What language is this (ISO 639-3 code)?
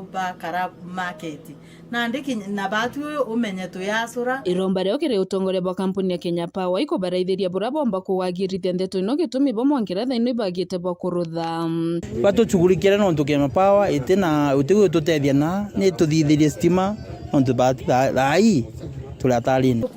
mer